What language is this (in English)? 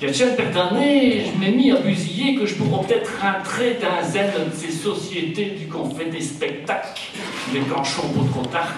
Picard